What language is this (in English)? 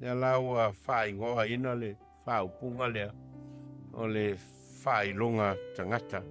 Samoan